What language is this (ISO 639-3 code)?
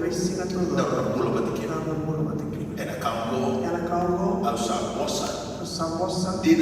fij